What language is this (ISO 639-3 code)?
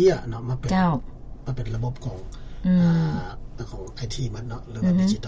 lao